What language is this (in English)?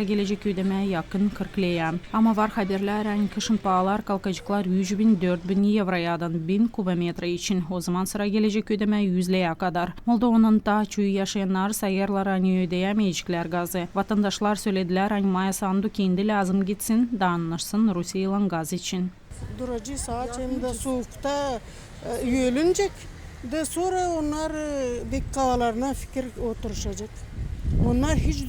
Gagauz